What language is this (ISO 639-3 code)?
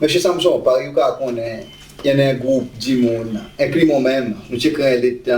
crs